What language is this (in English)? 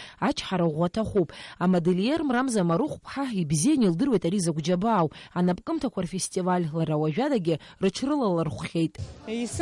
Abkhazian